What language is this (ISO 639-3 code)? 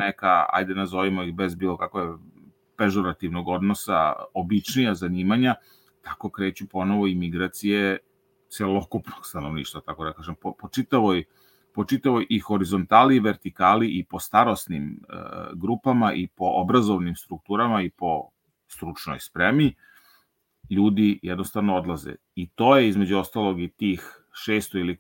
srp